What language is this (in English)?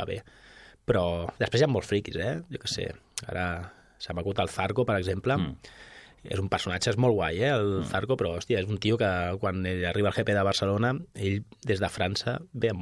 Catalan